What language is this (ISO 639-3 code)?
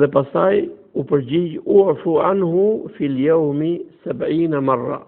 sqi